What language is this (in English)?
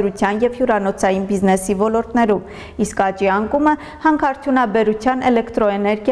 Armenian